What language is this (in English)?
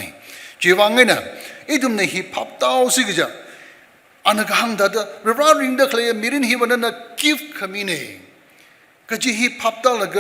Tangkhul Naga (India)